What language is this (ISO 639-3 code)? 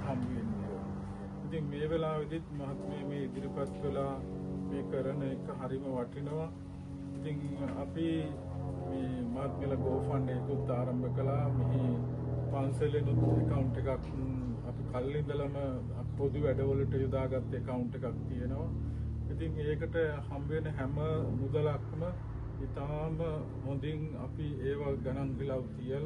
sin